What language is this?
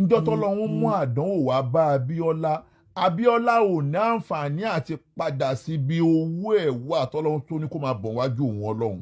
Yoruba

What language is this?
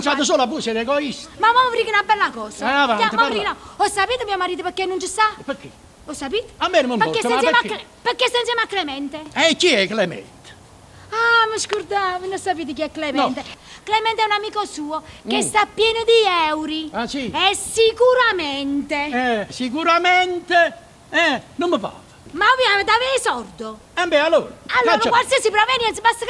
Neapolitan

